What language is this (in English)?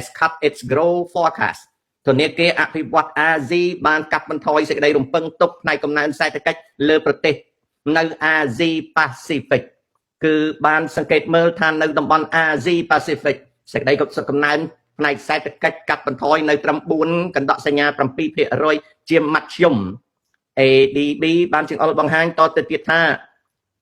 Khmer